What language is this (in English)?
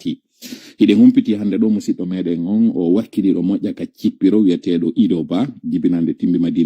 Pular